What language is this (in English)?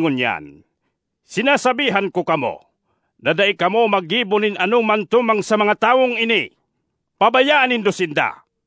Bikol